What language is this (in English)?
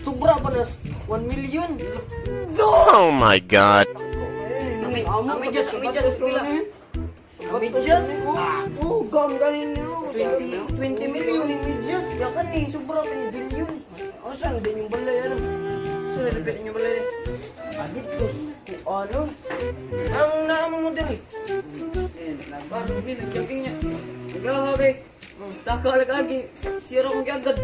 Cebuano